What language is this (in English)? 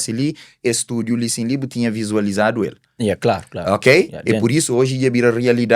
Kabuverdianu